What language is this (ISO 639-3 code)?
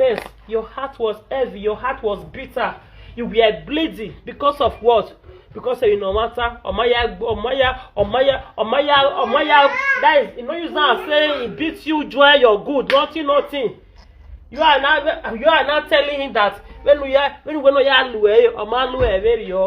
pcm